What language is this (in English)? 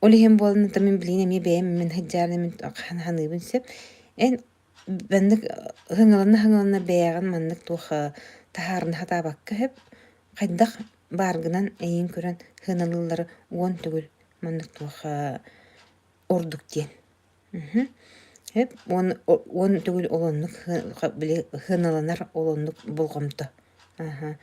Yakut